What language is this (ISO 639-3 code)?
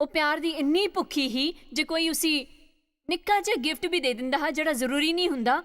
doi